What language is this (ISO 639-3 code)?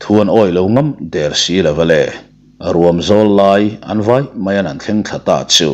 lus